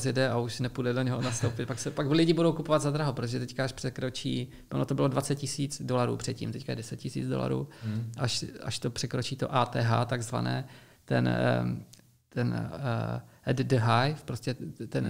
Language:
Czech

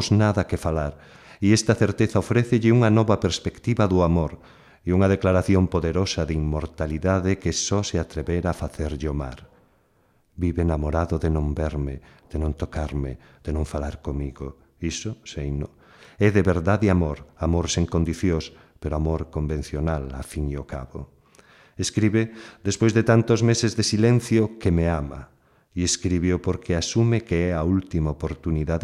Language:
Galician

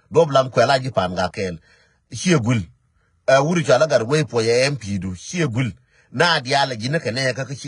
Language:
Nuer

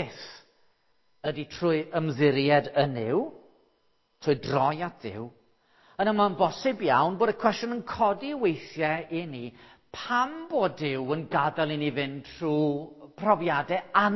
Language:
Welsh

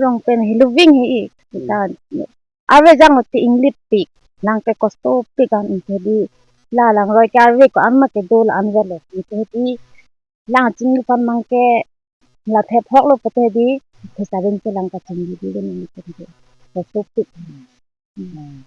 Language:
Karbi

